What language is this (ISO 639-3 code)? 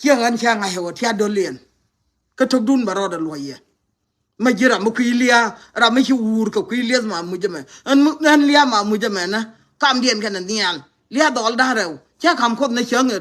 nus